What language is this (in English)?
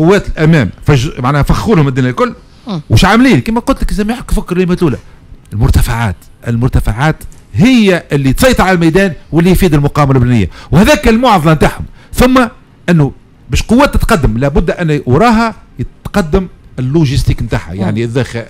Tunisian Arabic